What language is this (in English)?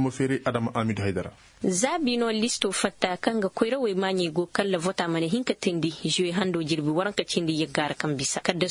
Koyraboro Senni